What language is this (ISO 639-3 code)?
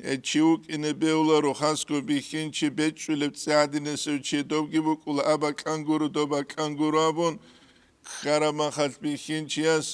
ava